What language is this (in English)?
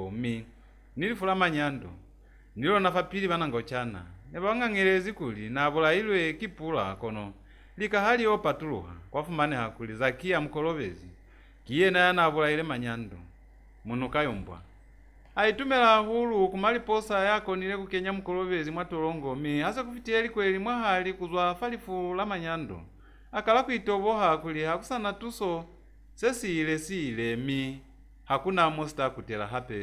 Lozi